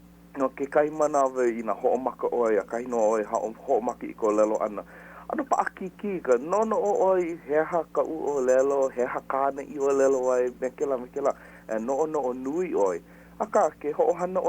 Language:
Hawaiian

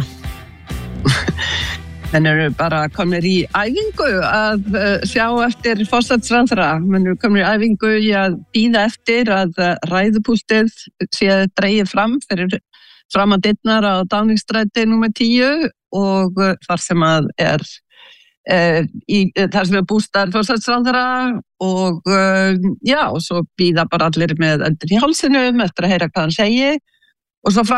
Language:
Icelandic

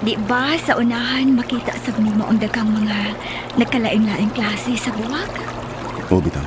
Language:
Cebuano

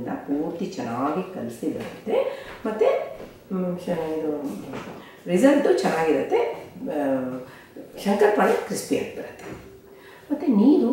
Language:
Kannada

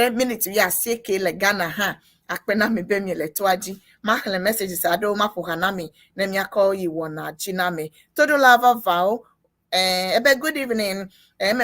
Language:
Ewe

